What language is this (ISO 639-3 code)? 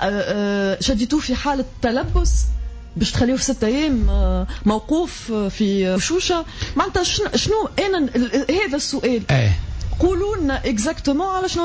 aeb